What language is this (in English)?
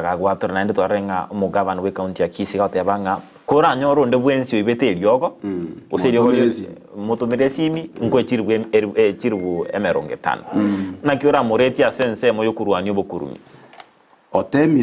Gusii